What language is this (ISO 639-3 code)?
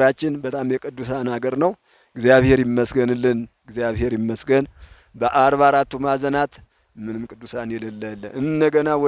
amh